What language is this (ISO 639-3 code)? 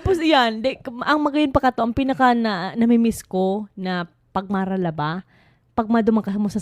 bik